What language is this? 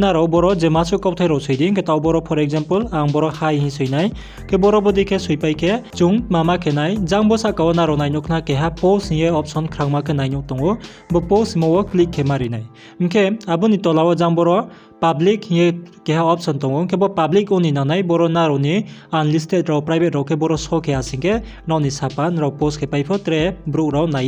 Riang (India)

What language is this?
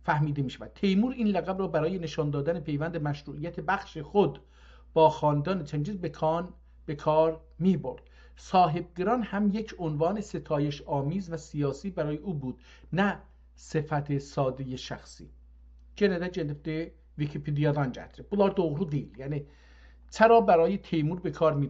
South Azerbaijani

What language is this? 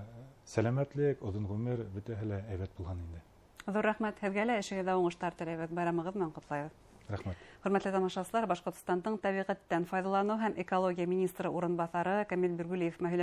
Bashkir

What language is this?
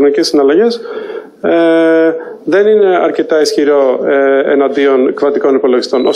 Greek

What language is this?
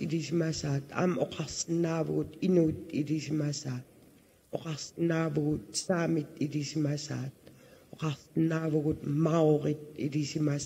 Kalaallisut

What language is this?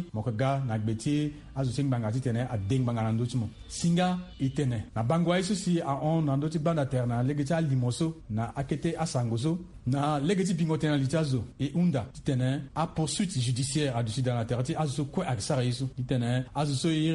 Sango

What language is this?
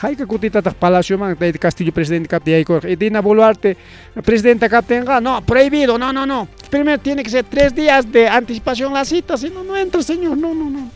Ayacucho Quechua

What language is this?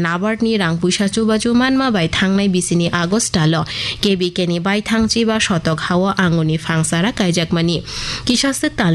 Kok Borok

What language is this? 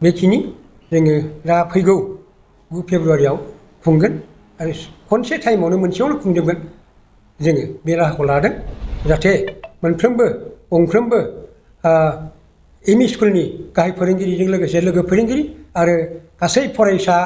Bodo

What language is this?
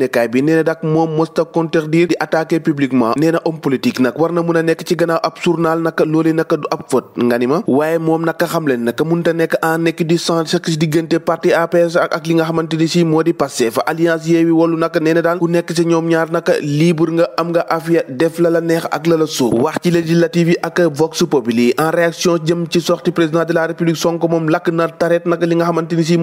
Wolof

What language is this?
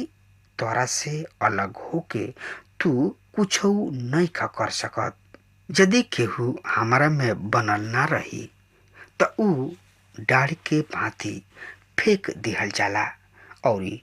Bhojpuri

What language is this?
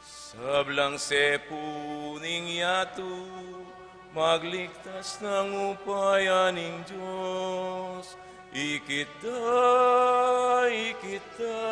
Pampanga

